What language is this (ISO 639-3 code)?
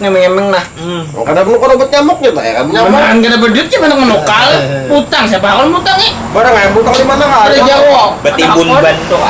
bjn